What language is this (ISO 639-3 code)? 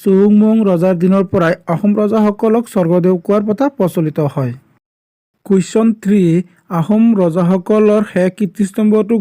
asm